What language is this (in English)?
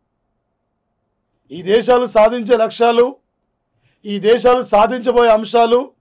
Telugu